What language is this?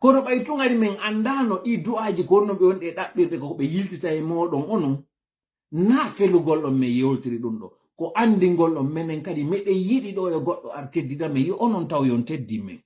Fula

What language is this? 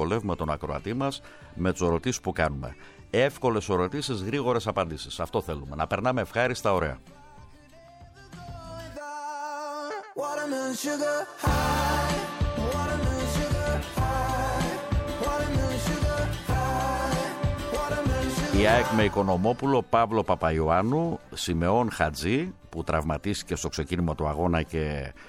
Greek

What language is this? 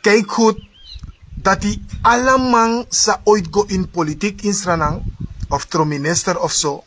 Sranan Tongo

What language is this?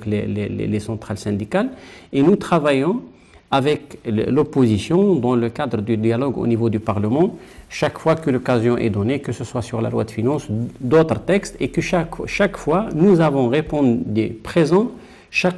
French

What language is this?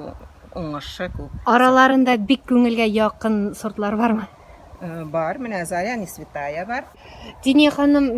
Tatar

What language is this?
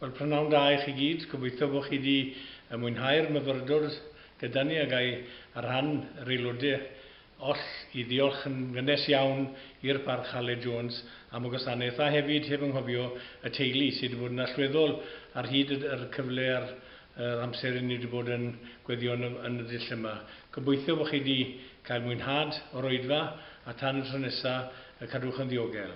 Welsh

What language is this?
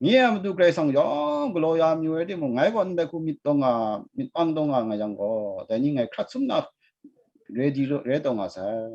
Kachin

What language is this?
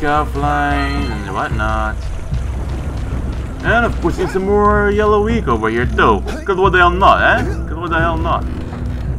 English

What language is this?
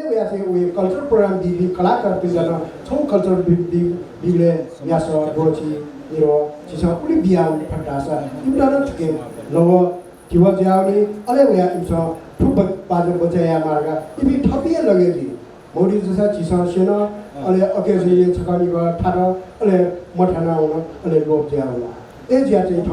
Newari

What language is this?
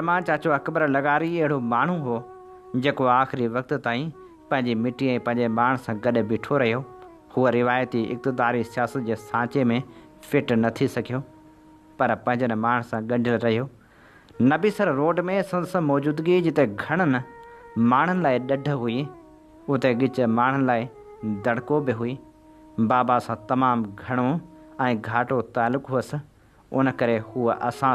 Sindhi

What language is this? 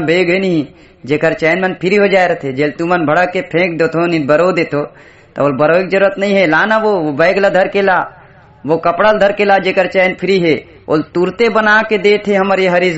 Chhattisgarhi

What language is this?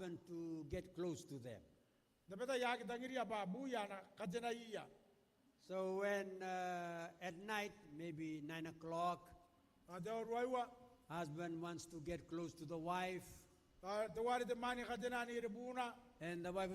Gilbertese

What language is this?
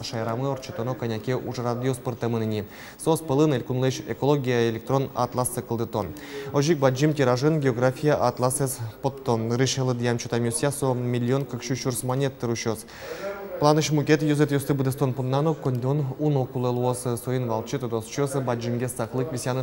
Udmurt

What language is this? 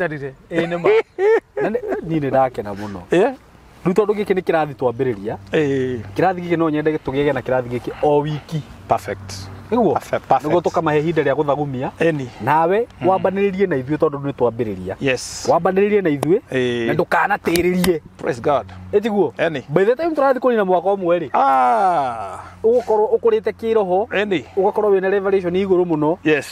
Kikuyu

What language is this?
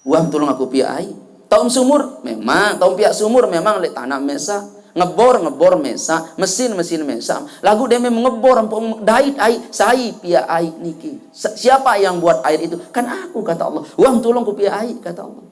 Sasak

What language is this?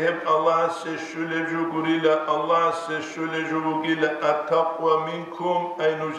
Avaric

